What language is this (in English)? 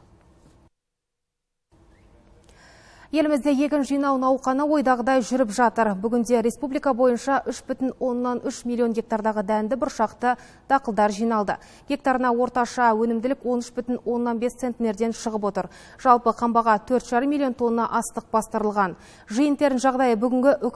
Kazakh